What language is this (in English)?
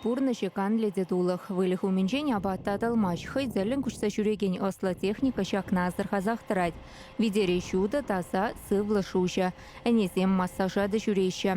Chuvash